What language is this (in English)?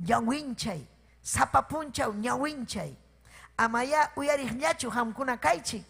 Ayacucho Quechua